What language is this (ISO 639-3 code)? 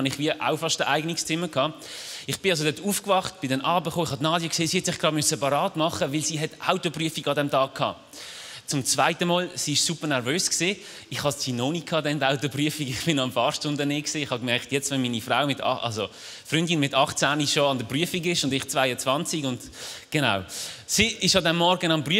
gsw